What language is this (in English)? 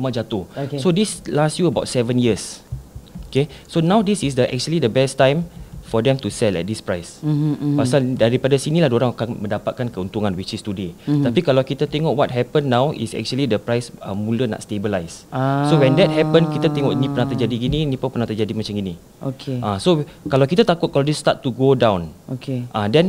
Malay